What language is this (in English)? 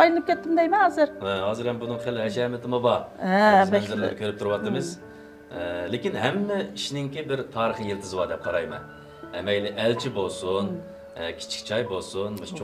Uyghur